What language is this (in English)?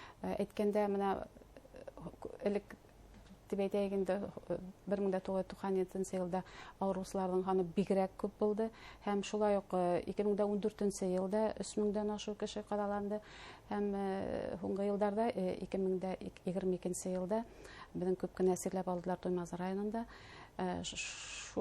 Bashkir